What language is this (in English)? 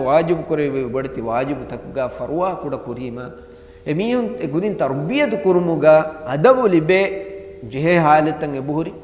Divehi